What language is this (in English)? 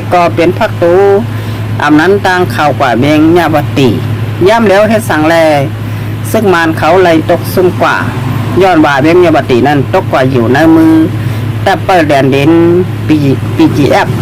Shan